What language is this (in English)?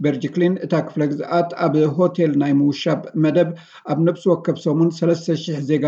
Tigrinya